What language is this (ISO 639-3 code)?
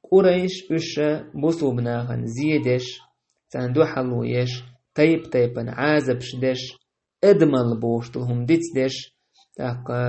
che